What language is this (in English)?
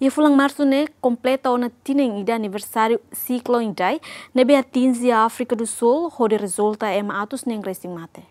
Tetum